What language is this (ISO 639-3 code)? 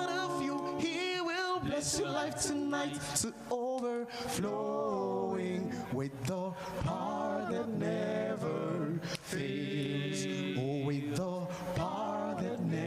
ewe